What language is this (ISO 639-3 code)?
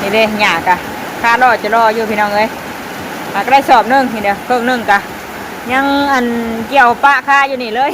tts